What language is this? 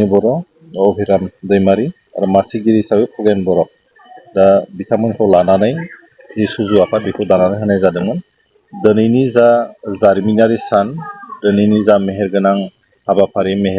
Bodo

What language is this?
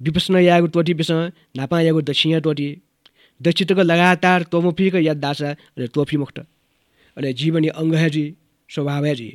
Newari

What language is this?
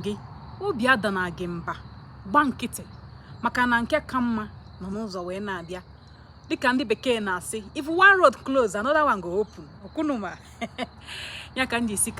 Igbo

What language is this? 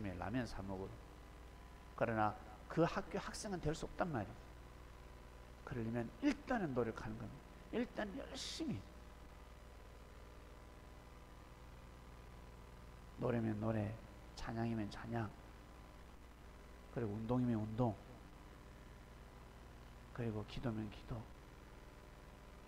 Korean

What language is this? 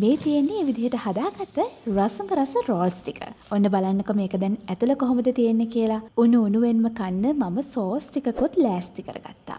Sinhala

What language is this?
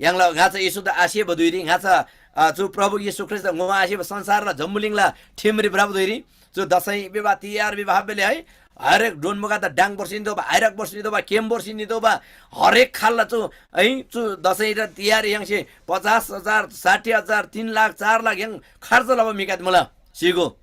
Eastern Tamang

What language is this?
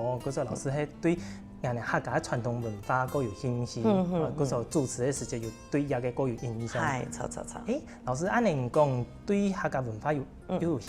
Hakka Chinese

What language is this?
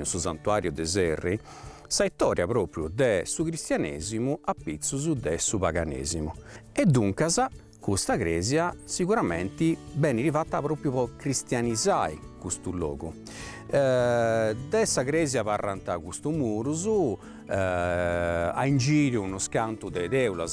Sardinian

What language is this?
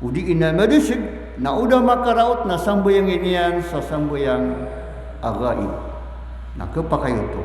Maranao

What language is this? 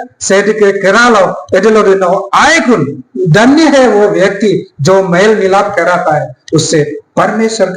Adi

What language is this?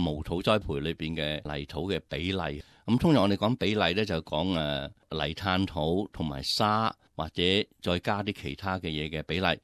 Cantonese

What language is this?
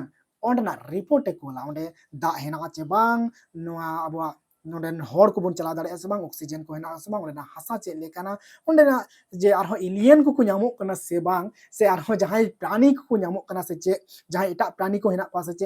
Santali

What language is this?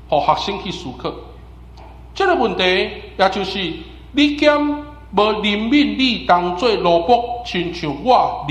Min Nan Chinese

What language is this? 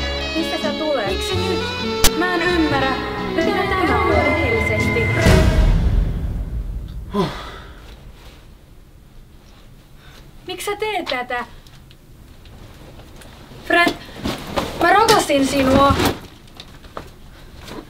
Finnish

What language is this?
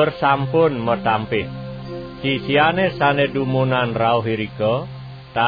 Balinese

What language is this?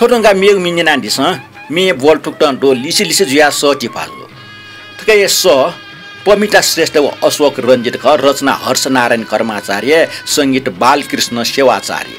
Newari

